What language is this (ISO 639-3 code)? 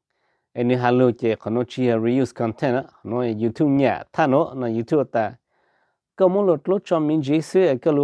hmn